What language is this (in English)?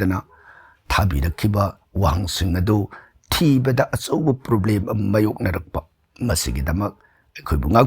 Manipuri